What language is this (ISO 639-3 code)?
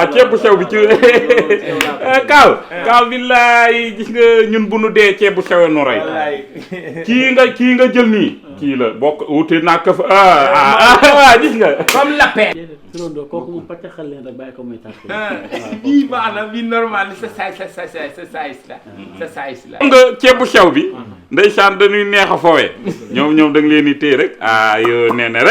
wol